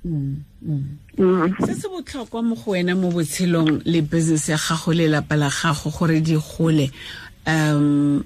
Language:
Tswana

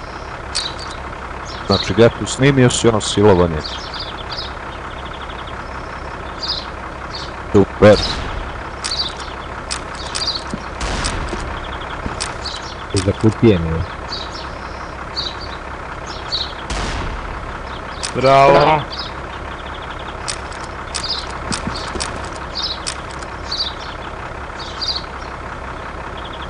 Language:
Croatian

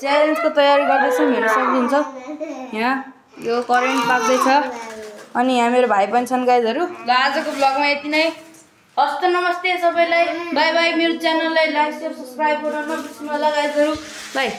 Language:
Nepali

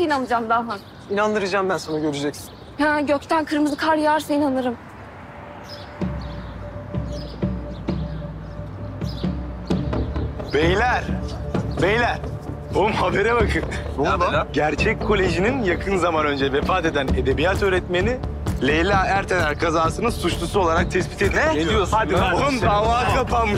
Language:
Turkish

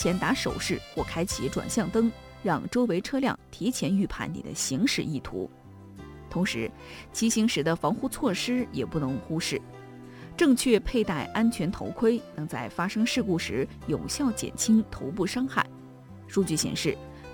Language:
Chinese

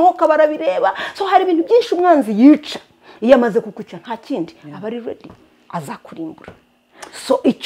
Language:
Kinyarwanda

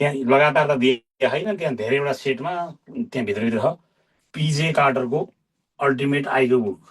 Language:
Nepali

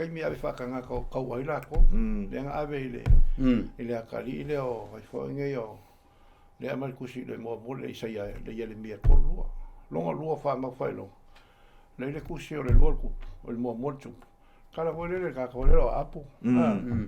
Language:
Samoan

